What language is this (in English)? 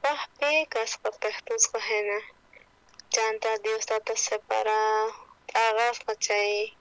South Bolivian Quechua